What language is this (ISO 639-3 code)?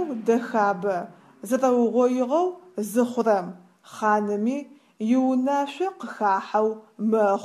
ady